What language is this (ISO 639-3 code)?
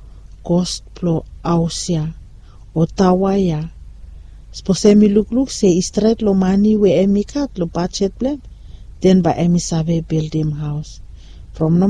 bis